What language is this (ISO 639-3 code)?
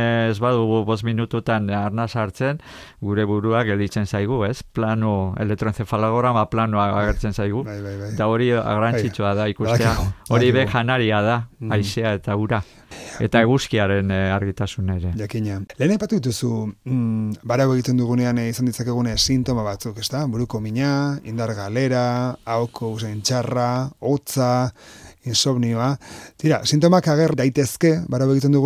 eus